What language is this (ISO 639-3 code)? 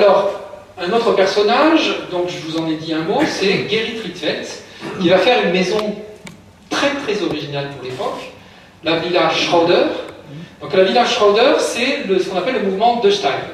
fra